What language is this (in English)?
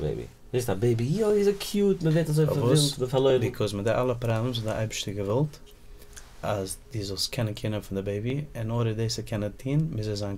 Yiddish